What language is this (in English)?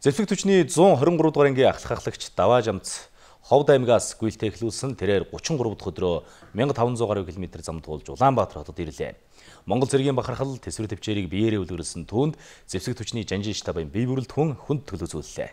Mongolian